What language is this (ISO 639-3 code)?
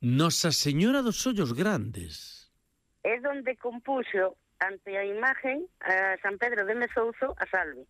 glg